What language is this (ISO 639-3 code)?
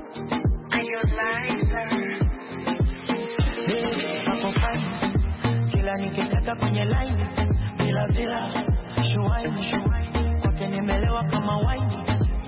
swa